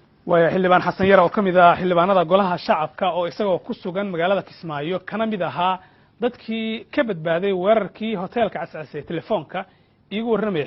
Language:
Somali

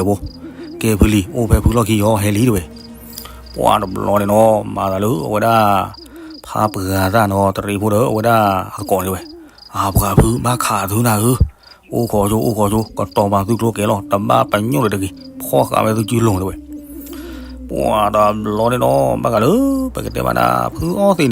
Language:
S'gaw Karen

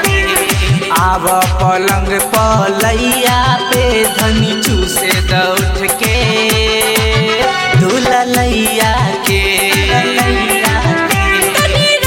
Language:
Bhojpuri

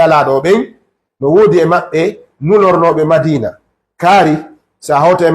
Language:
Fula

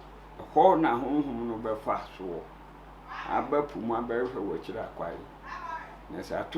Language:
Akan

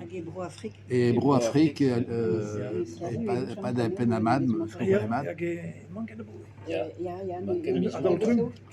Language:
Breton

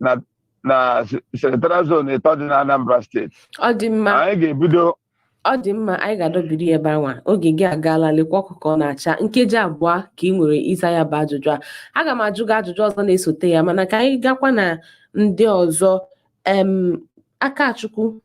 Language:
Igbo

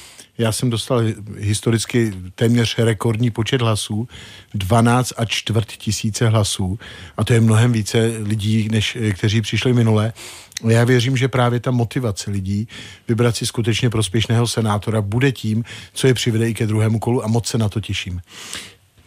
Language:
Czech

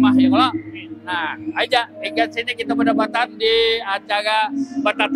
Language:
Banjar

